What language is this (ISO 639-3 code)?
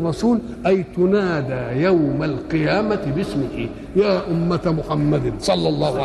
arz